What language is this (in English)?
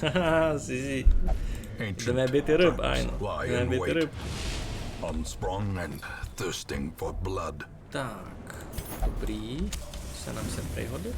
Rusyn